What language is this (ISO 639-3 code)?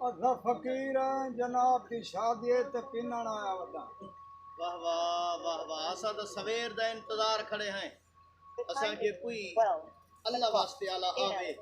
skr